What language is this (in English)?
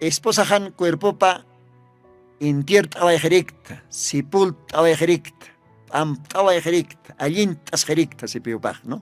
Aymara